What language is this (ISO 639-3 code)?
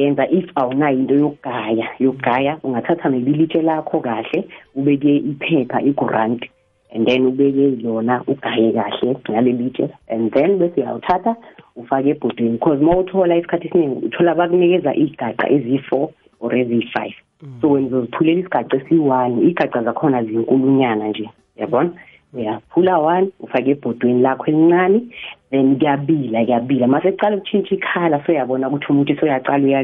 nbl